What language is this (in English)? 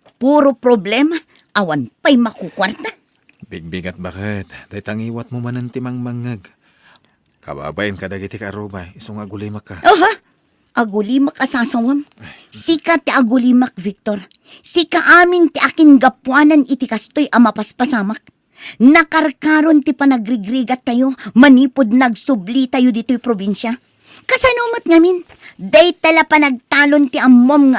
Iloko